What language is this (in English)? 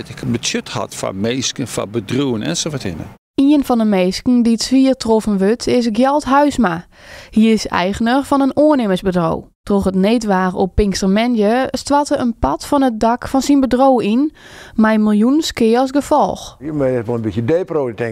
Western Frisian